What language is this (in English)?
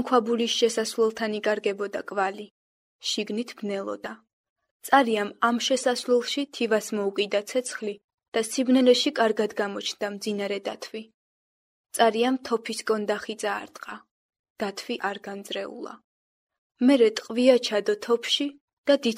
Georgian